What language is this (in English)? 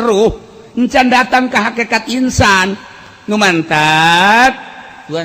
Sundanese